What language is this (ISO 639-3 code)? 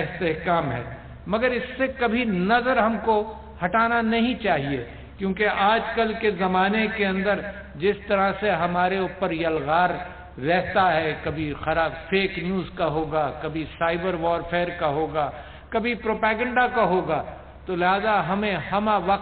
urd